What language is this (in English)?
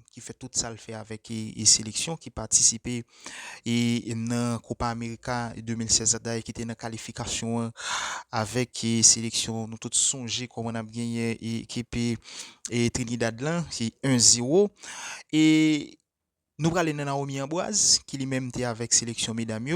Haitian Creole